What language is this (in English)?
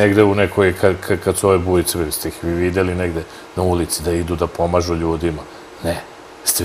Serbian